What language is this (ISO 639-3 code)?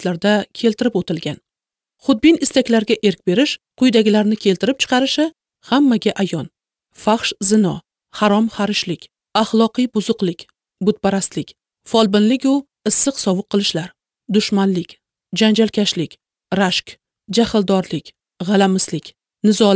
uzb